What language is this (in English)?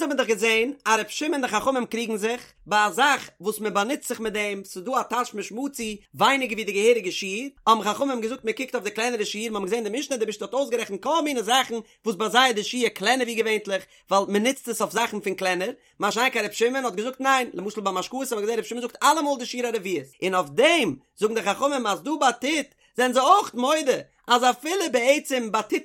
Yiddish